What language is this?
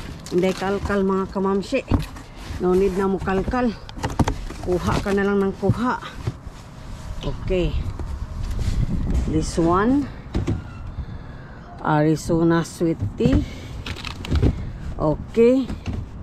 Filipino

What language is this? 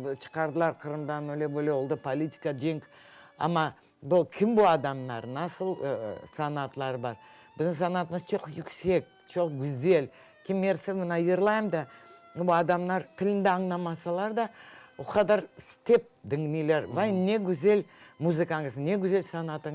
Crimean Tatar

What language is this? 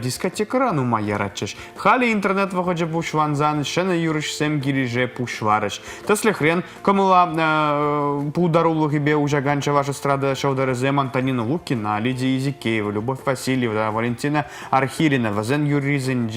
Chuvash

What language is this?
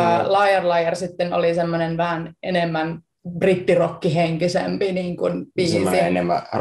Finnish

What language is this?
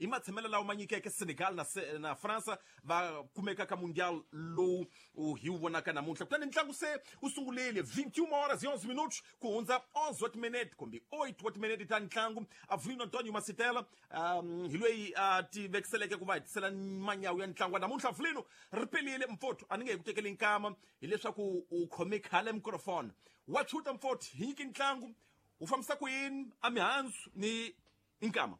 Tsonga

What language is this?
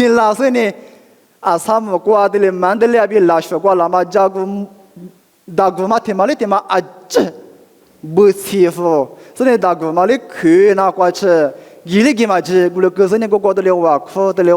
Lisu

